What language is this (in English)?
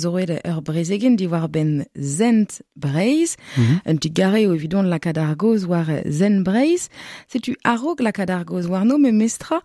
Breton